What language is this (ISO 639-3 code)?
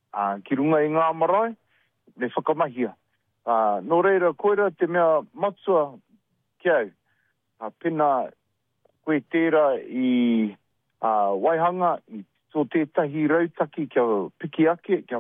mri